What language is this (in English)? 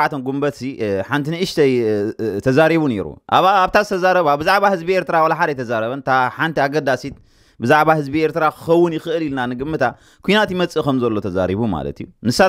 Tigrinya